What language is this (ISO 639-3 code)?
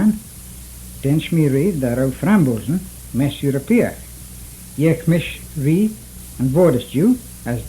glv